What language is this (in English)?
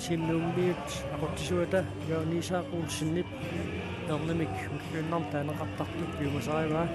Kalaallisut